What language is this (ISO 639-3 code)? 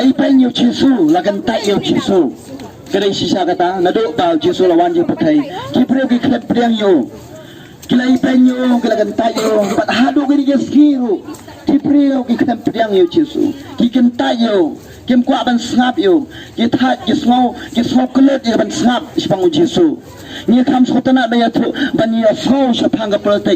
kha